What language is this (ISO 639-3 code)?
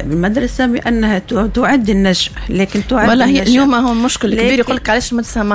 aeb